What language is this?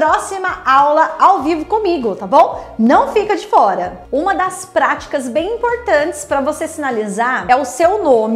Portuguese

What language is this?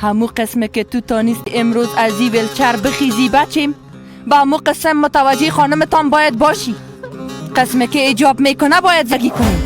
Persian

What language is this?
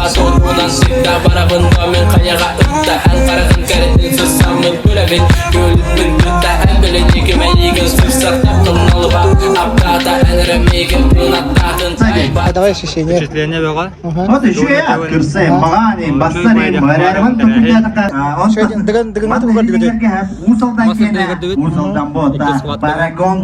Yakut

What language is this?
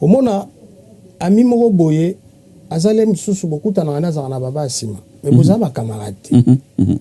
Lingala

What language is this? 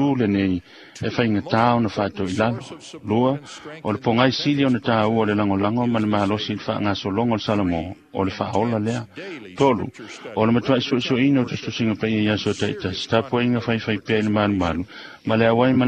Samoan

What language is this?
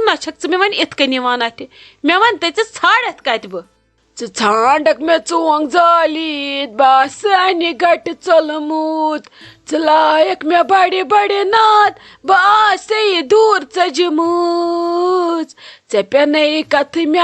Kashmiri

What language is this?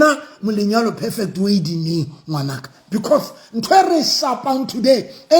Southern Sotho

